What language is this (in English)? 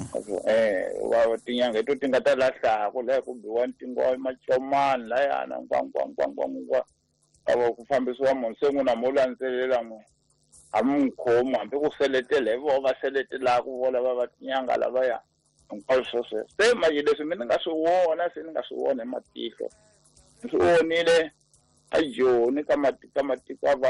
Tsonga